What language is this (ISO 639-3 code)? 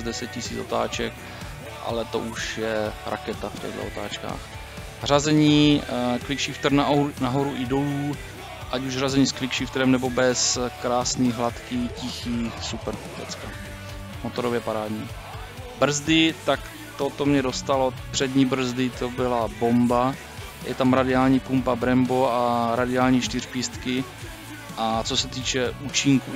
ces